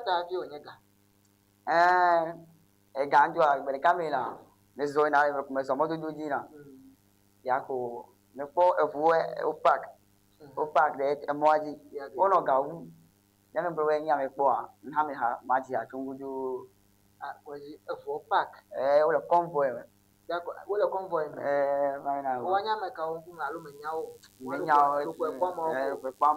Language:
Ewe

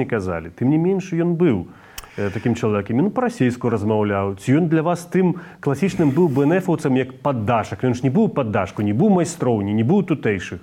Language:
Belarusian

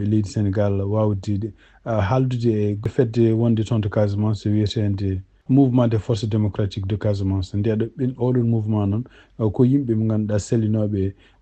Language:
Fula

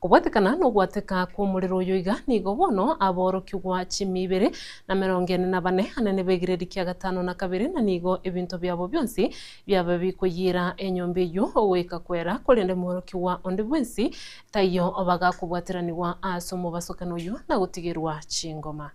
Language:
Gusii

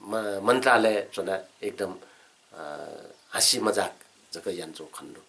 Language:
Newari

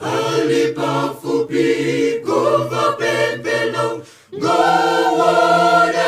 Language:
Nyanja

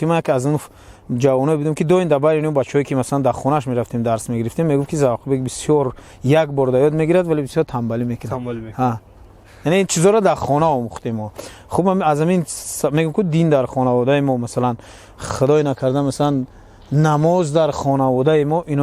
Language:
Tajik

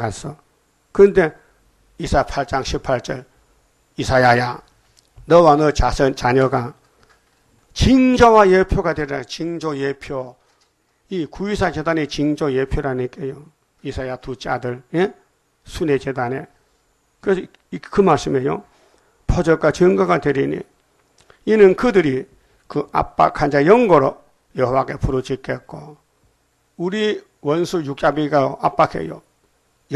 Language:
Korean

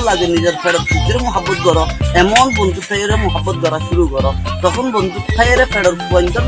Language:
Rohingya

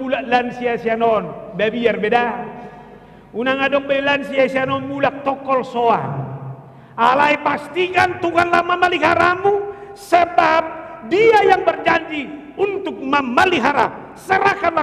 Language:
Batak Toba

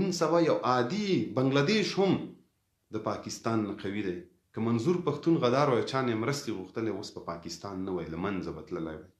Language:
Pashto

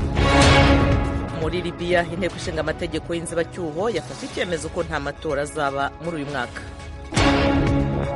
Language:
Kinyarwanda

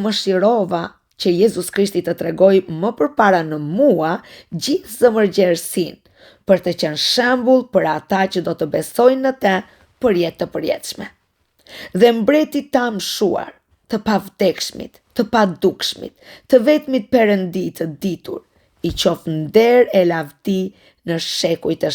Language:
Albanian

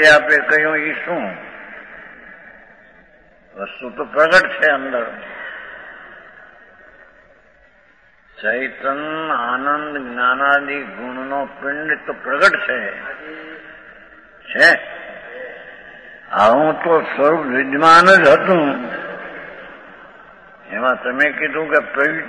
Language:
Gujarati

